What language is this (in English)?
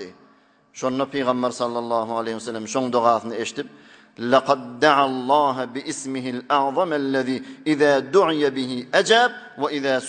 Turkmen